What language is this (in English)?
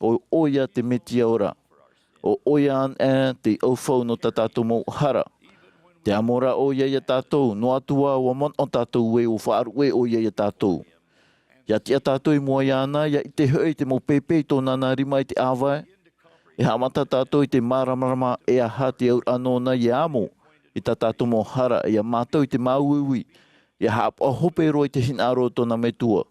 Tahitian